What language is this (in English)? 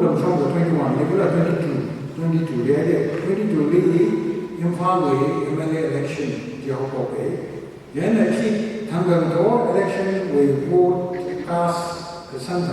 Tangkhul Naga (India)